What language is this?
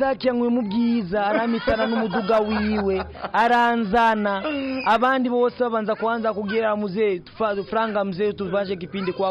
Rundi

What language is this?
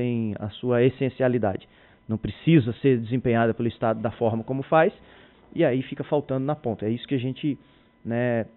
Portuguese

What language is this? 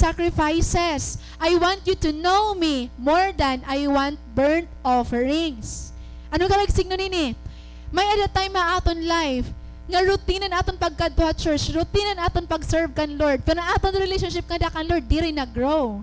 Waray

